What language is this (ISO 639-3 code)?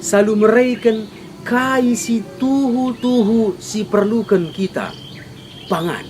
btx